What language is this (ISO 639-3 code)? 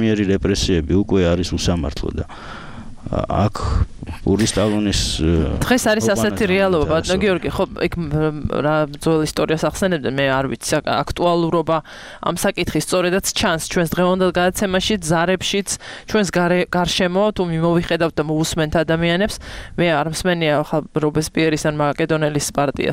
kat